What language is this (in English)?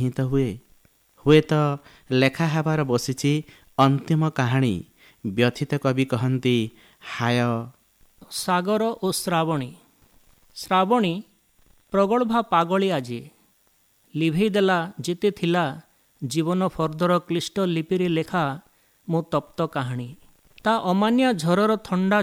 Odia